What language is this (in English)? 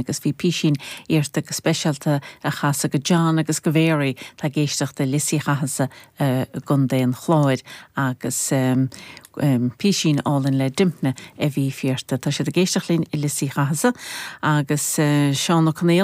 Irish